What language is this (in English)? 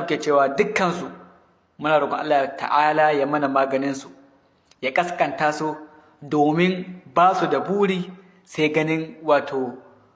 Hausa